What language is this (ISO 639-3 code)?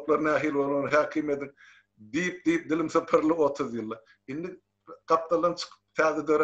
tuk